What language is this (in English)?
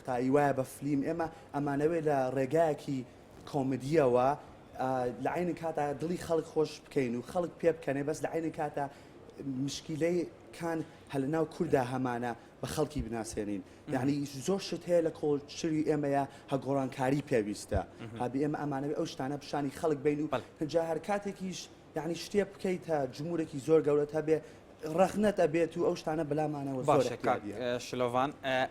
Central Kurdish